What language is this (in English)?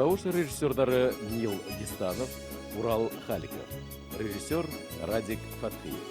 Bashkir